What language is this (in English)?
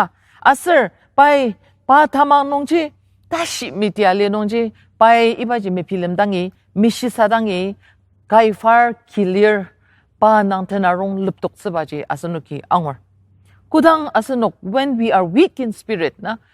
Ao Naga